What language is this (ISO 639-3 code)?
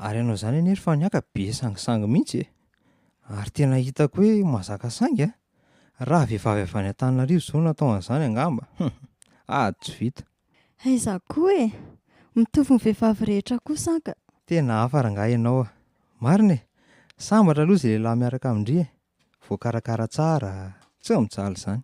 mlg